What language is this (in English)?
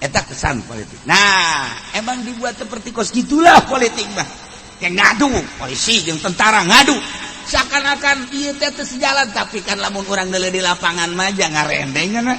Sundanese